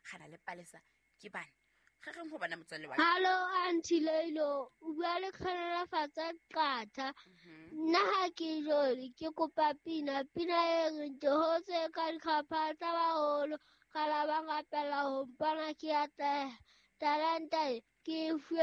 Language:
Southern Sotho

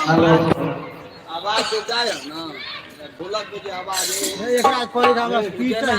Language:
Maithili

